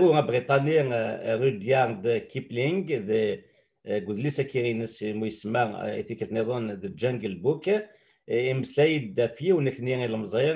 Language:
Kabyle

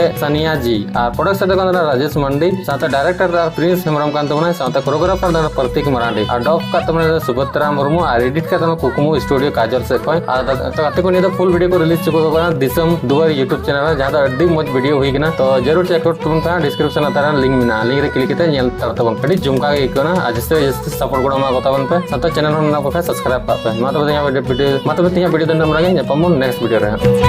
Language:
Santali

